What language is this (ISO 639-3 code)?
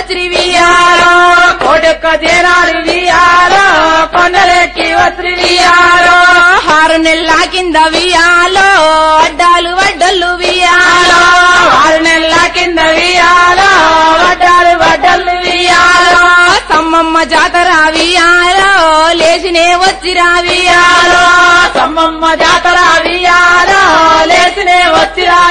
tel